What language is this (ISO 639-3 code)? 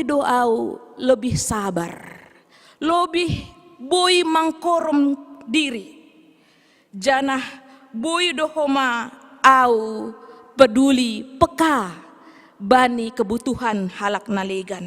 bts